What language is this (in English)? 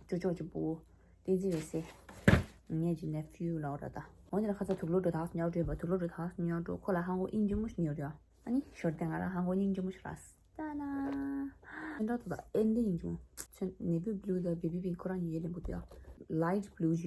Tibetan